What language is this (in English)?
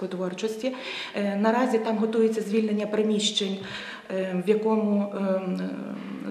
Ukrainian